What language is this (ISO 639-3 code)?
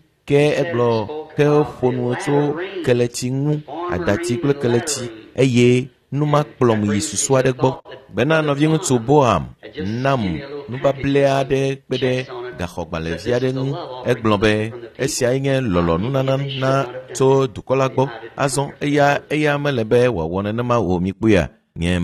ewe